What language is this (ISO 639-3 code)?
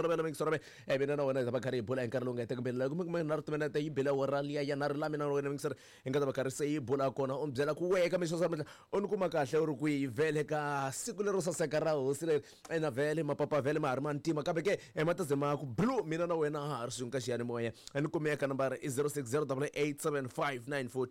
tso